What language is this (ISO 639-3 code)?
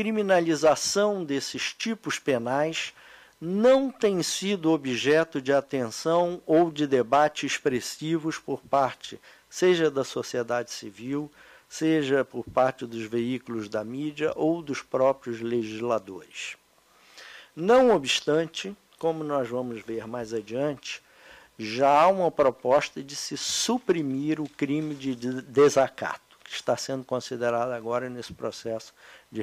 por